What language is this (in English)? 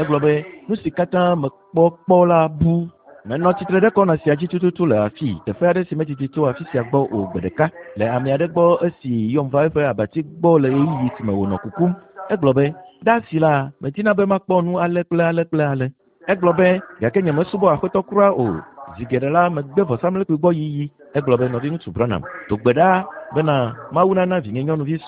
Ewe